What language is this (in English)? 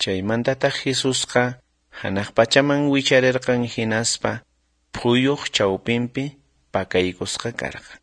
South Bolivian Quechua